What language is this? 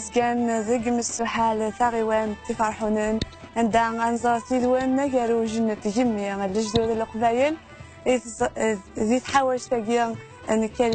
Kabyle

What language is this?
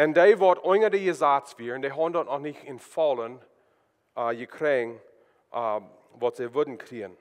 Plautdietsch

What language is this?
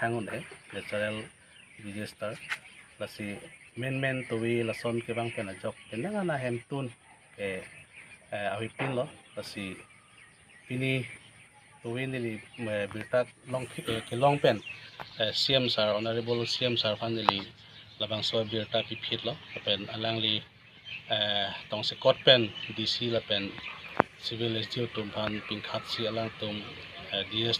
Karbi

